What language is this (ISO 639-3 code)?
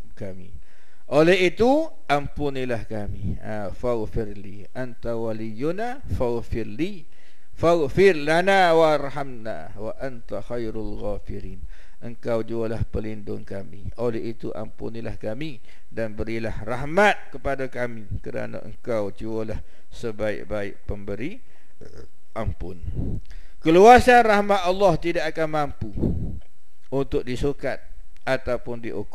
msa